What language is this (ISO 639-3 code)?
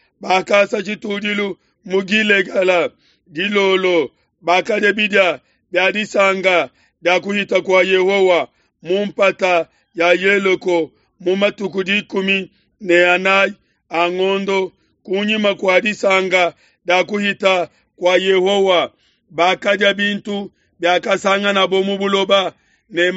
lua